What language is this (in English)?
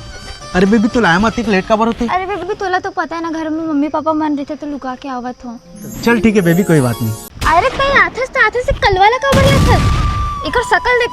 Chhattisgarhi